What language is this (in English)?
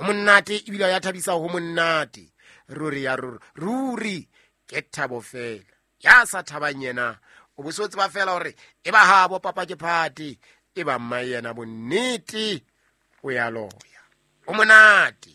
Southern Sotho